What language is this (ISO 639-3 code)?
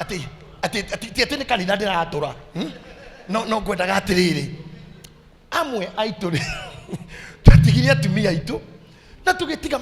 kik